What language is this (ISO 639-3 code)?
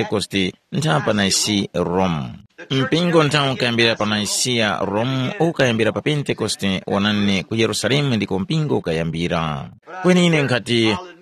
tum